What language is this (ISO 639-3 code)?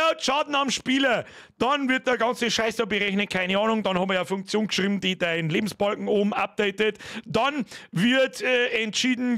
bar